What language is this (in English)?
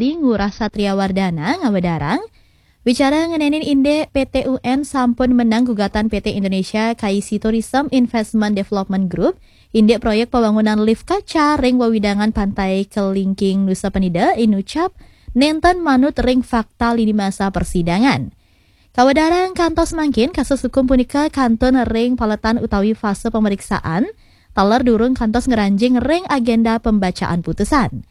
Balinese